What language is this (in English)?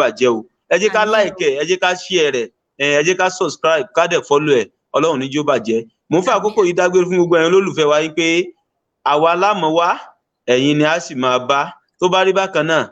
Yoruba